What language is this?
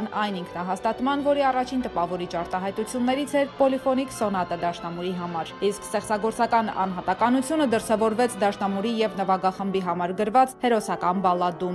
Armenian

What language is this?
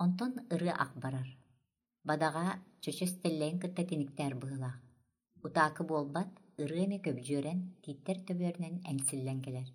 Yakut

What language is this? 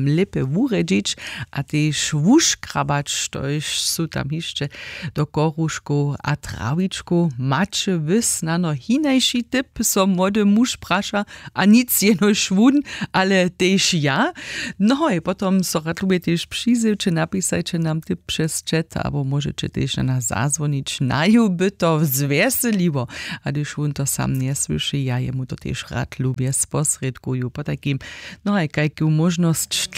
Upper Sorbian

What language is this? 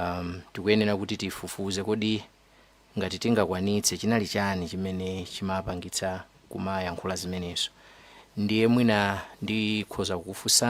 Nyanja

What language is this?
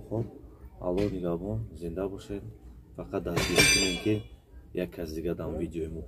Tajik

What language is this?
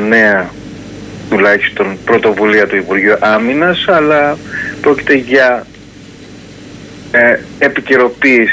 Greek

